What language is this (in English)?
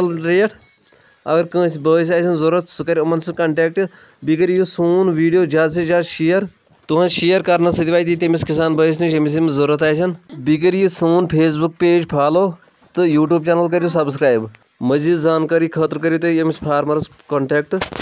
Kashmiri